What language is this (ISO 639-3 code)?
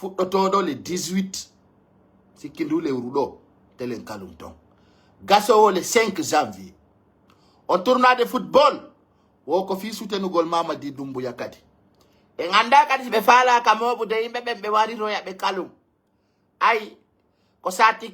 fuf